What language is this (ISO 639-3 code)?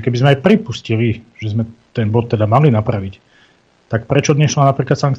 slk